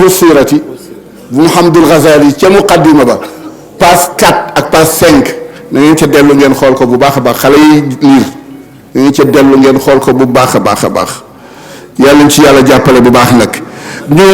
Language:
Wolof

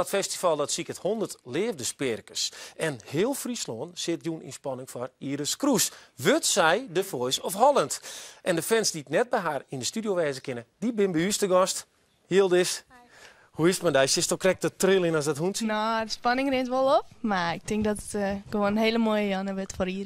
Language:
Western Frisian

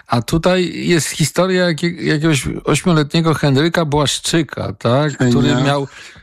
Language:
Polish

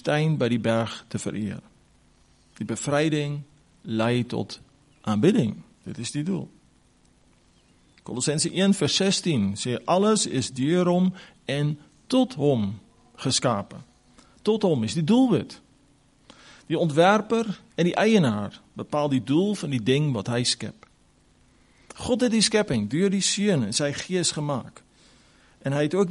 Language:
Afrikaans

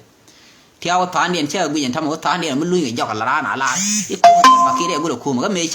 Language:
Nuer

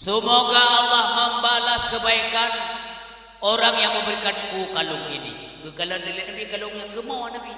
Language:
Achinese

